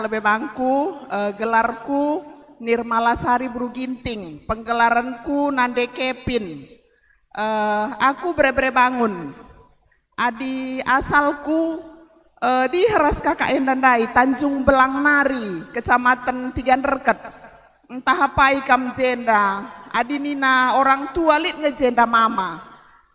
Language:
Batak Karo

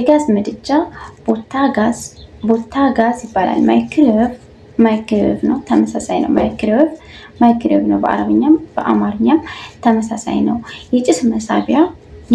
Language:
Amharic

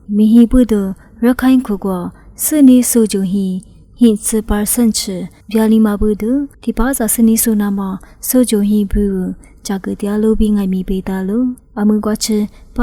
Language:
Lisu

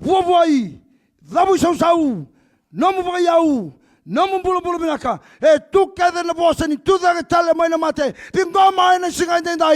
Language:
Fijian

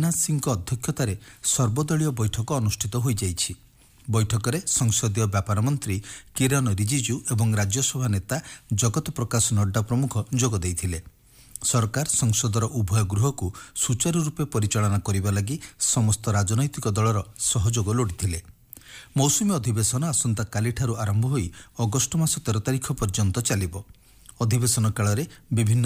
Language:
Odia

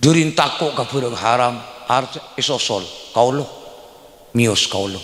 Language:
Madurese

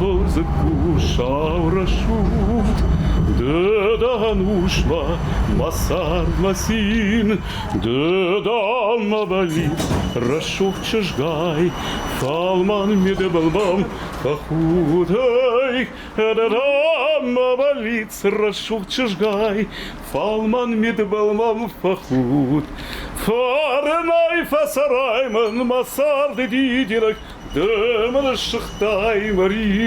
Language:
Ossetic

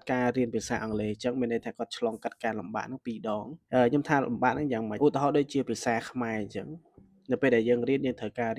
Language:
Khmer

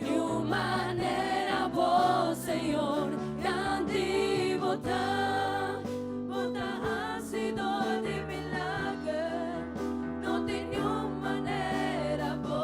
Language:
Papiamento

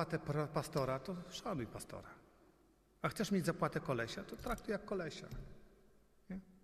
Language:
Polish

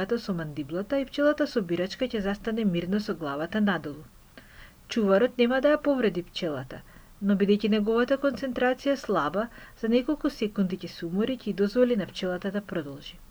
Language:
Macedonian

